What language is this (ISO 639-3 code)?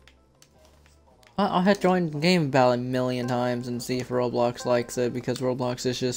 eng